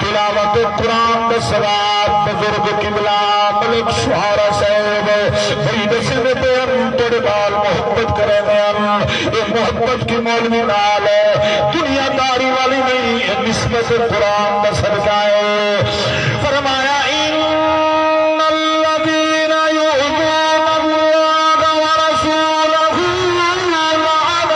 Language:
Saraiki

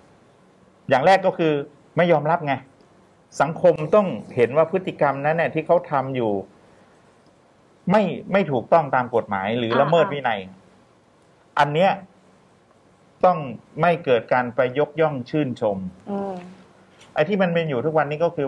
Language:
Thai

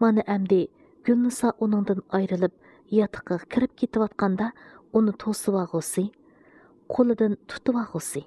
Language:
Uyghur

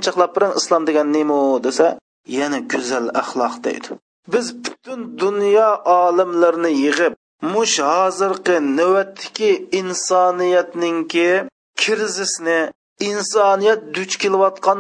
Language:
Uyghur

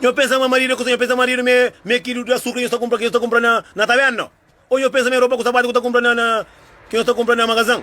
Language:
Kabuverdianu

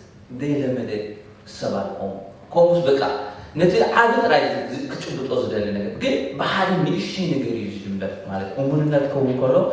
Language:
Tigrinya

